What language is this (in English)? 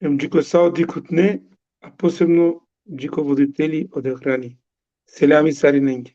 Balkan Romani